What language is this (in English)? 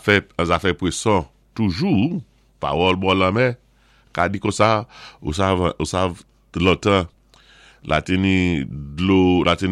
Saint Lucian Creole French